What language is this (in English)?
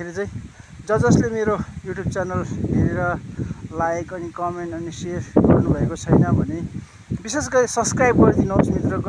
Nepali